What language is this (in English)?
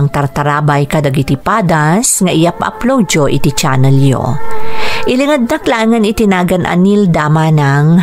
Iloko